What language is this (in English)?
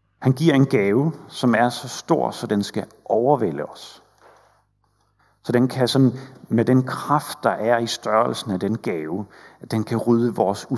Danish